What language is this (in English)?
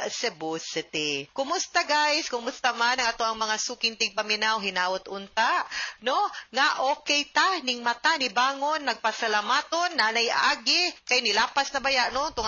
Cebuano